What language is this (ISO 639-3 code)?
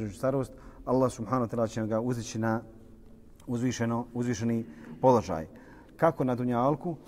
bos